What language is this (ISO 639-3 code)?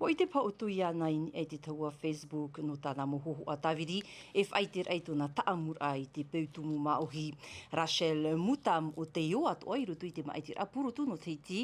tah